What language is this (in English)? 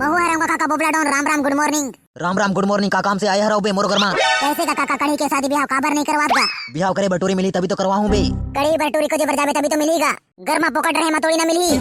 Chhattisgarhi